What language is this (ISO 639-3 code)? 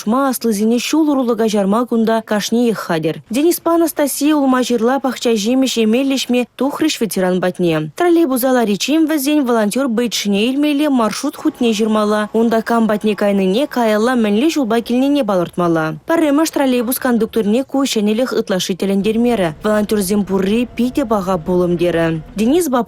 chv